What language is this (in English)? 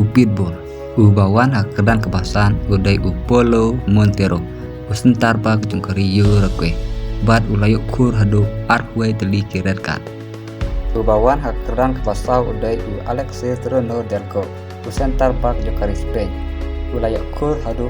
Khasi